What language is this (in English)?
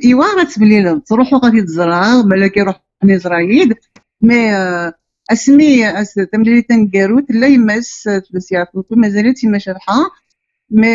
Kabyle